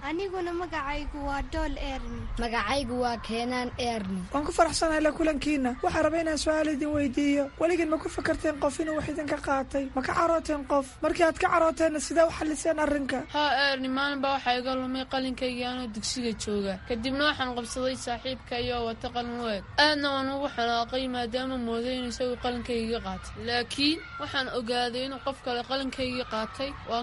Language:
Somali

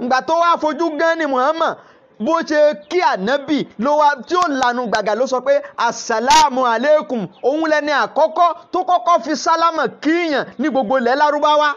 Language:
Yoruba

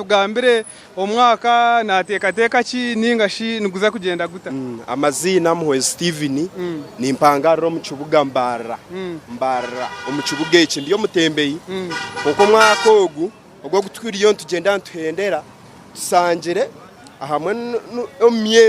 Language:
Nyankole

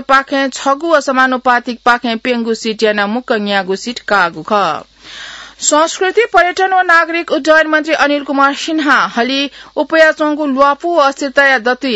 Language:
Newari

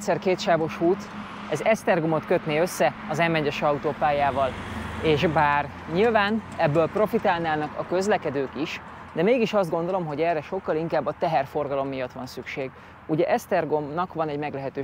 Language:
Hungarian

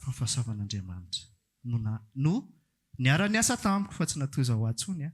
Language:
Malagasy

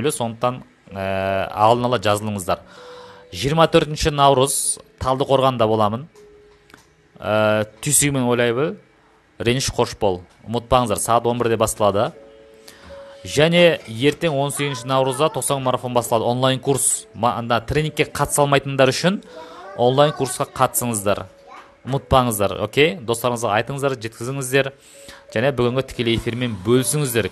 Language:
Kazakh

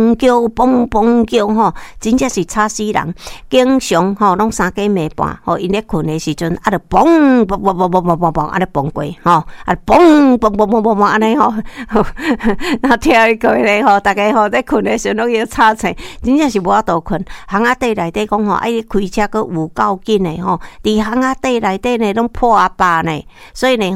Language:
Min Nan Chinese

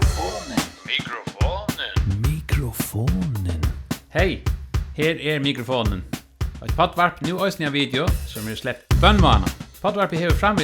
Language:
Faroese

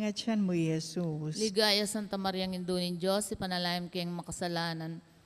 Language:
Pampanga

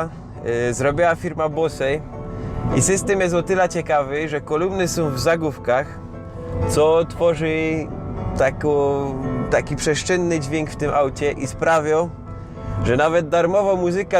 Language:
Silesian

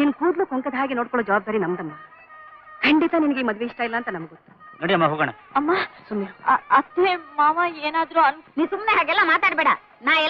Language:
Kannada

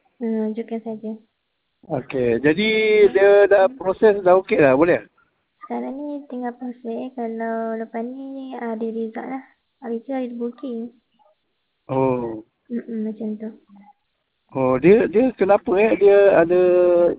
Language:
Malay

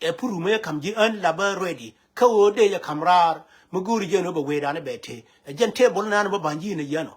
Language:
Nuer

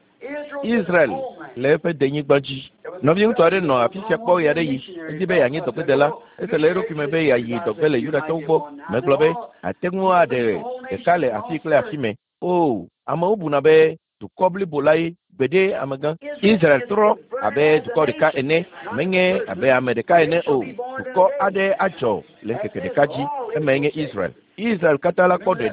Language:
Ewe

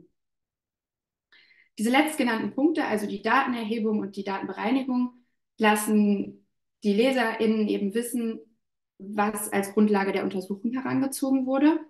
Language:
German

